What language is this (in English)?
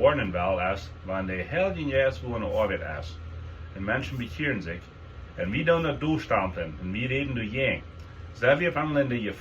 Plautdietsch